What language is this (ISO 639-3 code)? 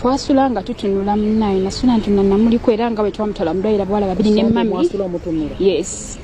lug